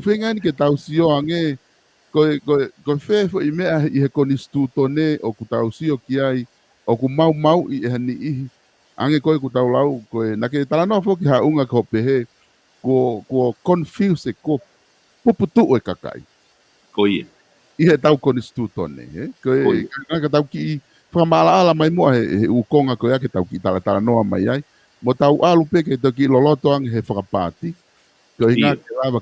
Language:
Tongan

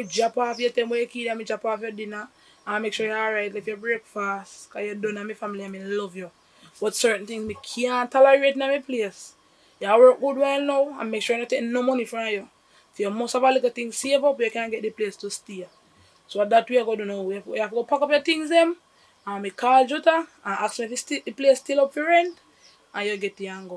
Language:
Jamaican Creole English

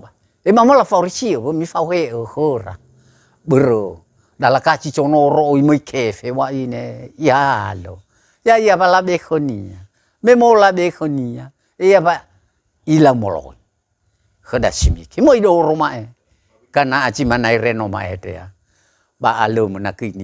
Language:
Nias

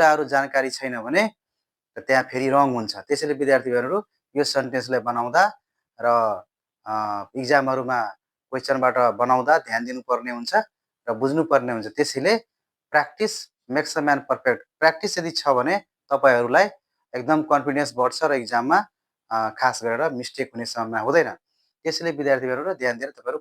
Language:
Nepali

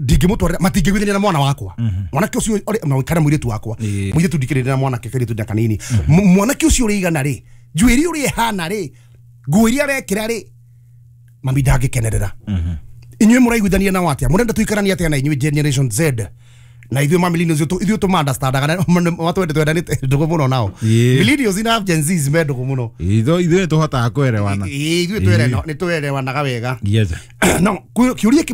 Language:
Kikuyu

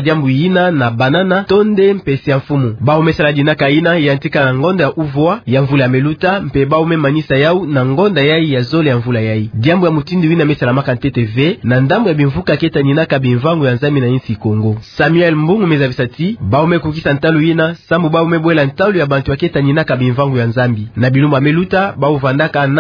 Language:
Kituba (Democratic Republic of Congo)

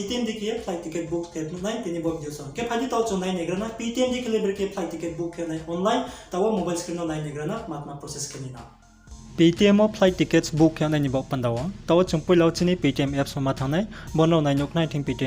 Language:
Riang (India)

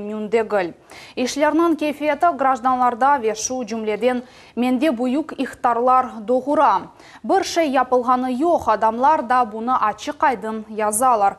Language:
Crimean Tatar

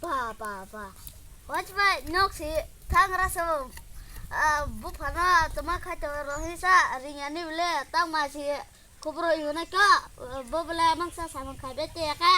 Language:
Kok Borok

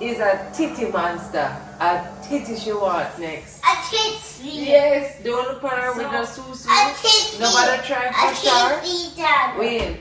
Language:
Jamaican Creole English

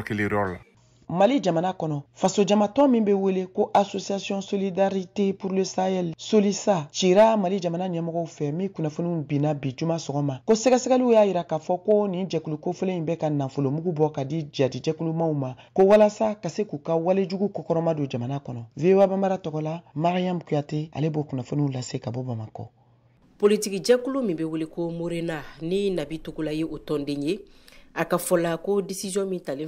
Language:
Bambara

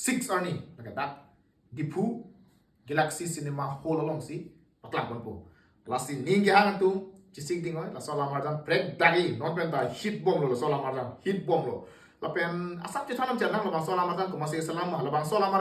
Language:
Karbi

